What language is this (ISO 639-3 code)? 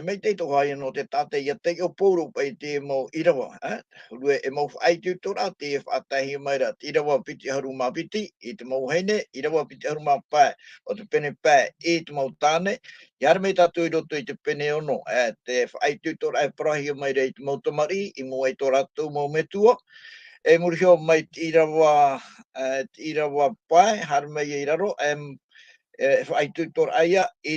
tah